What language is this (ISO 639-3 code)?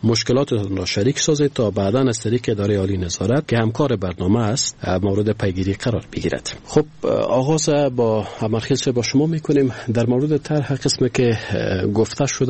fas